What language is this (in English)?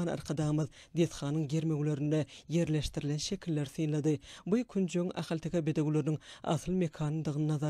Turkmen